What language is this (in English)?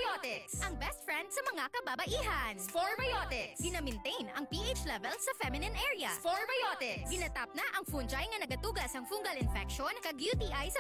Hiligaynon